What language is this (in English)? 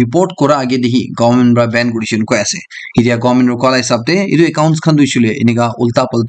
Naga Pidgin